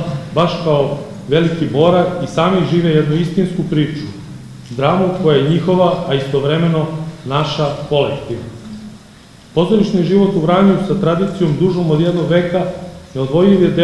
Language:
Serbian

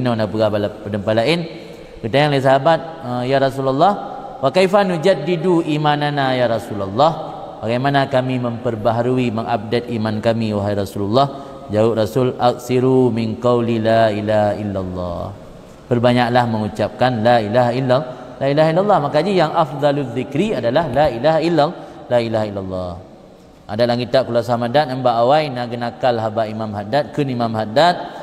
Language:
Achinese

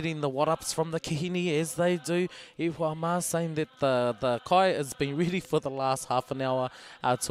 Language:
Māori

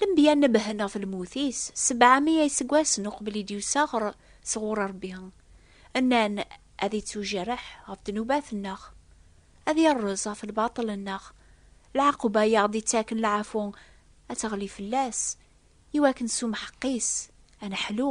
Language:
Kabyle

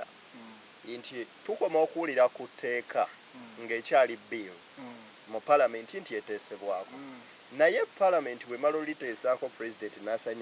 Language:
Ganda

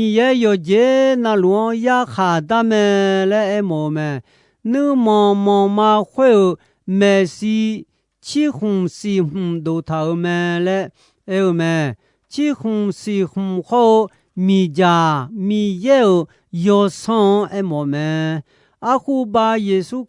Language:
Akha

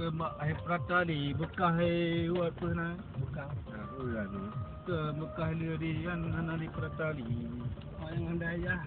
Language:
Achinese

